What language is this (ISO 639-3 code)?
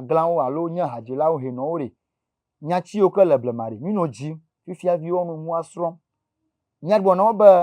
ewe